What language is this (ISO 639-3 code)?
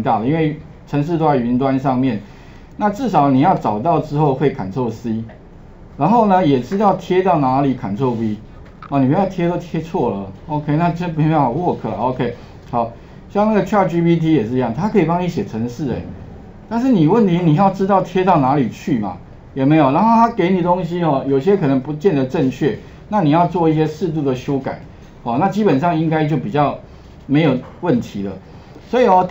zho